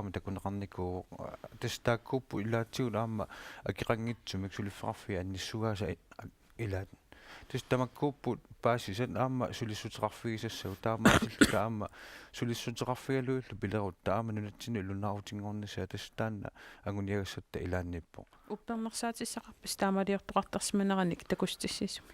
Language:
Kalaallisut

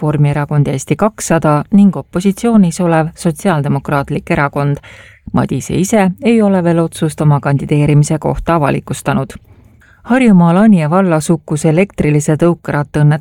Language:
Estonian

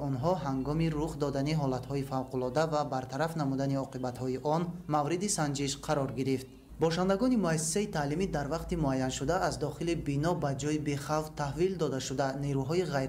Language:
Tajik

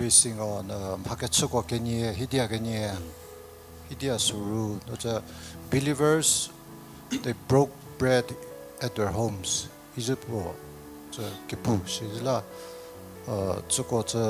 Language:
Angami Naga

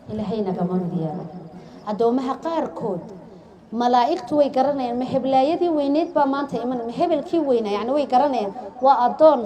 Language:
Somali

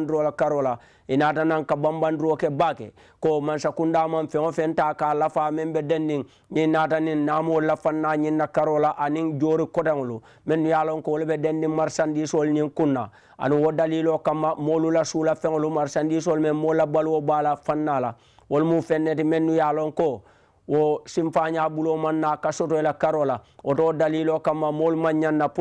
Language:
Mandingo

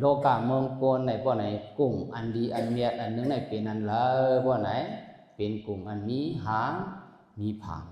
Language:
Shan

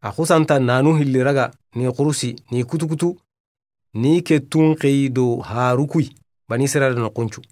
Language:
Soninke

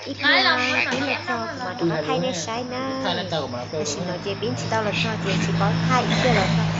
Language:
Hmong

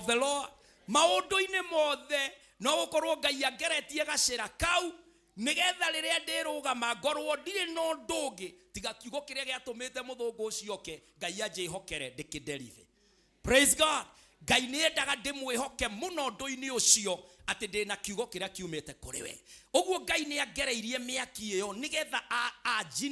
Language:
Kikuyu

